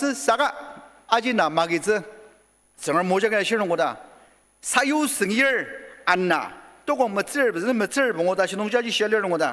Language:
Ao Naga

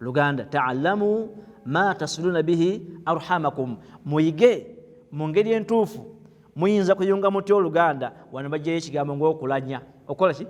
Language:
Ganda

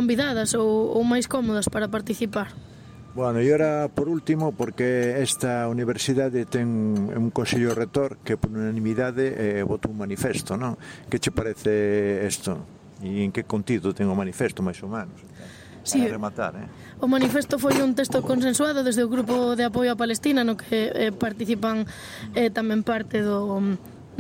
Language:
Galician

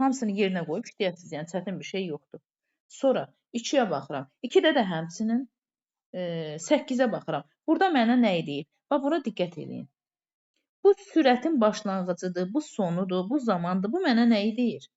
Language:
Azerbaijani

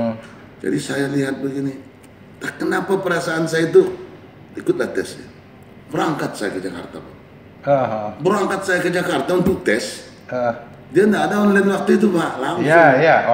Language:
Indonesian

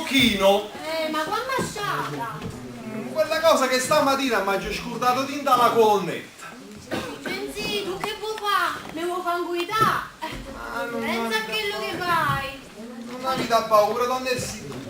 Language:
Neapolitan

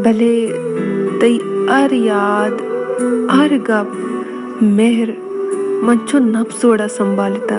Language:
Baluchi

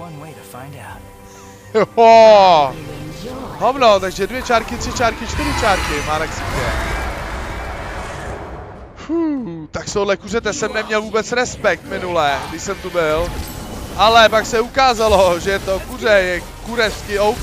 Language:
Czech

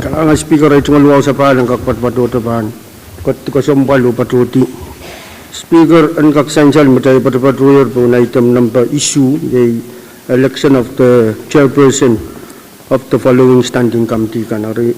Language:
Pohnpeian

